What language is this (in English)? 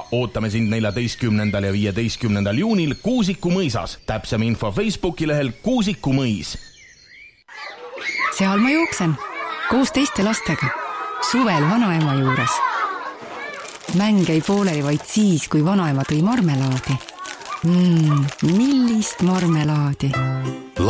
Estonian